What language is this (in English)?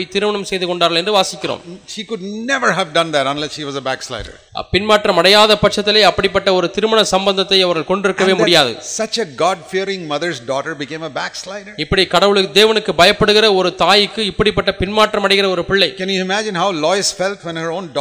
Tamil